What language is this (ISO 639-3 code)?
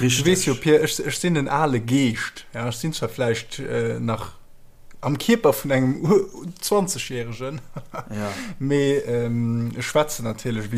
ltz